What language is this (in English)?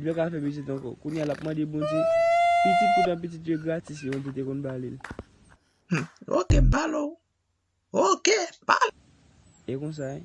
Haitian Creole